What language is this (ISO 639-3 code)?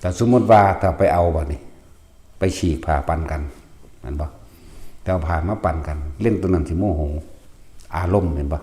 tts